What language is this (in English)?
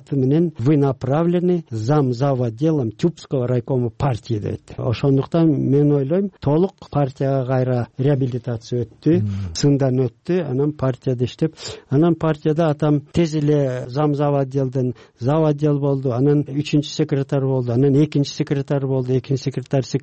Kyrgyz